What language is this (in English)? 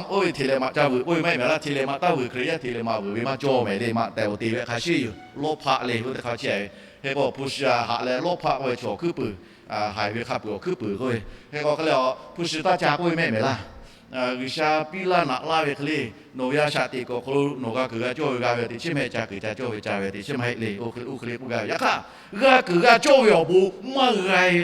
Lahu